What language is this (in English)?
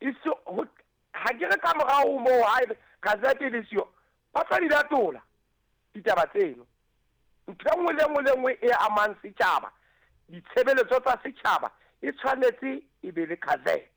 Southern Sotho